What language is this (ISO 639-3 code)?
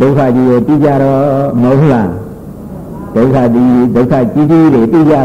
mya